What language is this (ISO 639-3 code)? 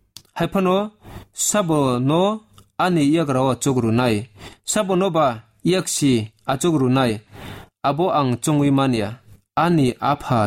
trp